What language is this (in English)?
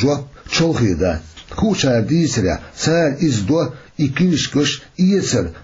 Chechen